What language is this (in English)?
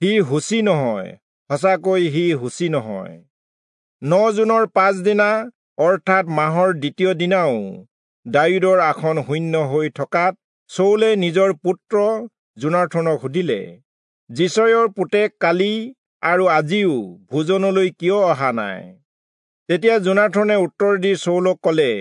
Assamese